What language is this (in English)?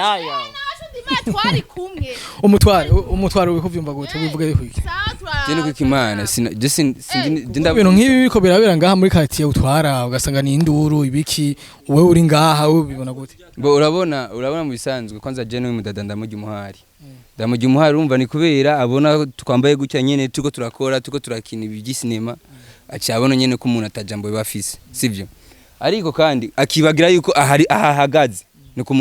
Rundi